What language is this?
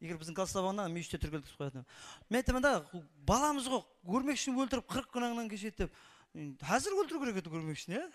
Kara-Kalpak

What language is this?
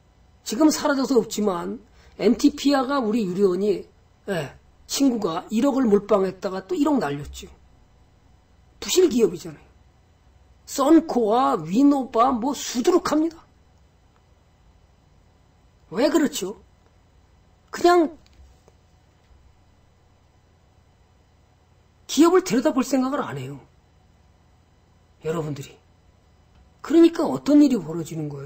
Korean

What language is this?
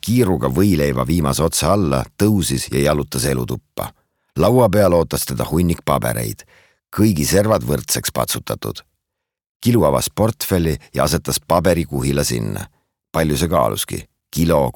Estonian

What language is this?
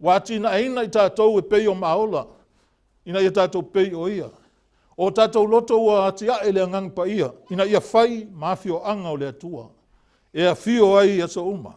Samoan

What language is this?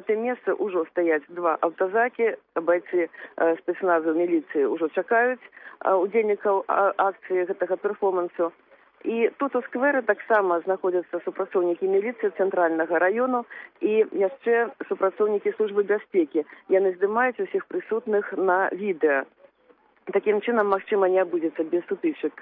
Belarusian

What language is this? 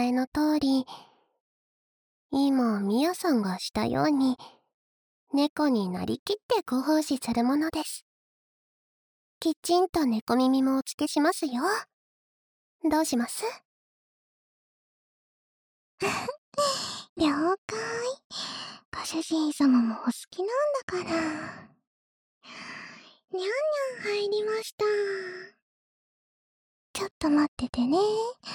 Japanese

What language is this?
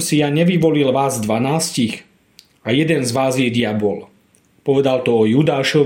Slovak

